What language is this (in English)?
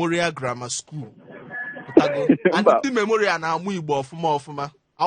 Igbo